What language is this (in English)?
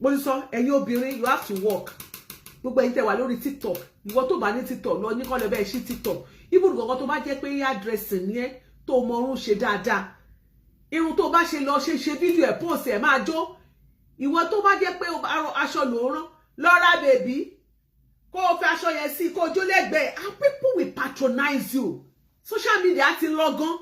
Yoruba